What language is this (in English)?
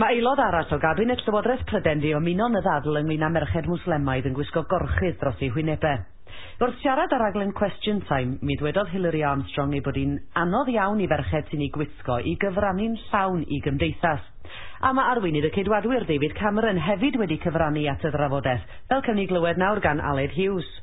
Welsh